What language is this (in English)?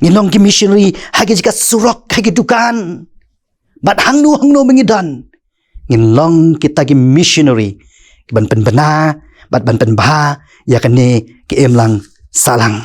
Khasi